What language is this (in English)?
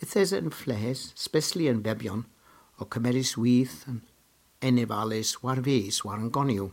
Cornish